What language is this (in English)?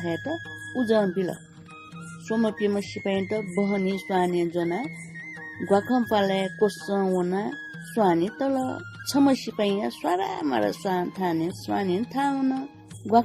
Newari